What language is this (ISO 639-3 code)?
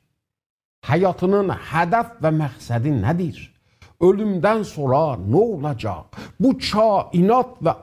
azb